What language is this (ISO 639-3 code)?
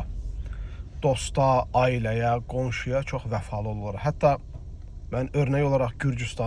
aze